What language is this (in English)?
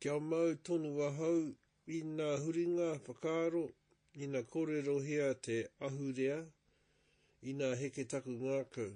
Māori